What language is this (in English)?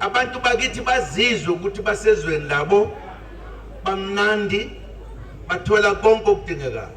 Zulu